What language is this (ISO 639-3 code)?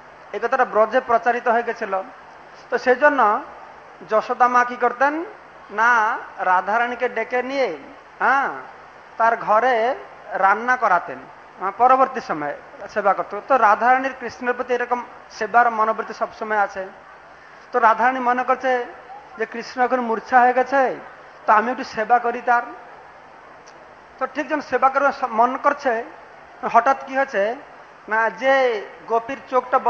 ben